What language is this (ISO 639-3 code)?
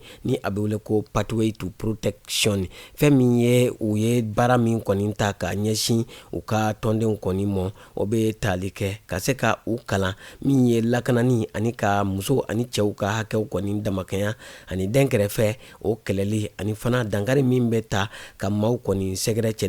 bam